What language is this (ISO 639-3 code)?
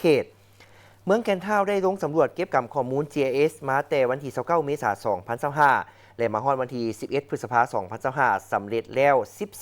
lao